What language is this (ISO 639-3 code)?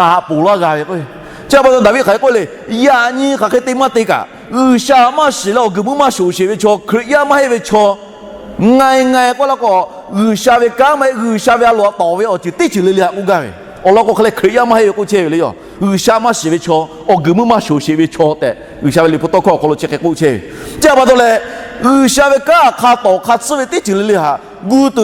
lhu